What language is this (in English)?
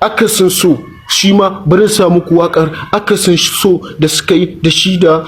Hausa